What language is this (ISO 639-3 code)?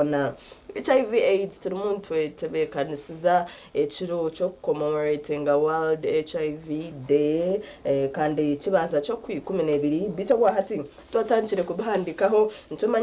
nyn